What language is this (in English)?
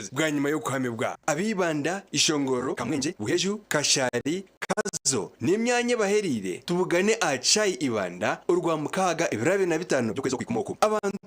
Nyankole